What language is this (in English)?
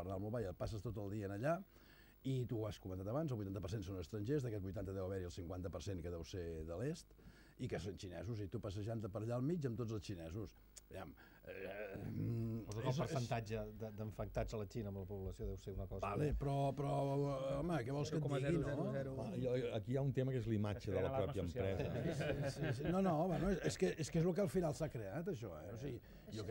Catalan